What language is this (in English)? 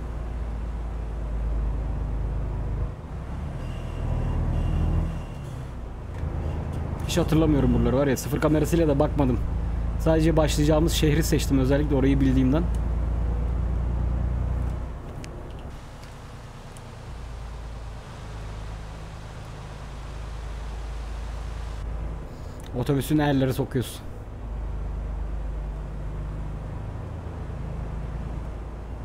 Turkish